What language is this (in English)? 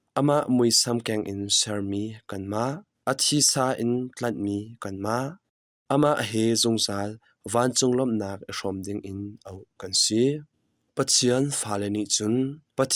Hakha Chin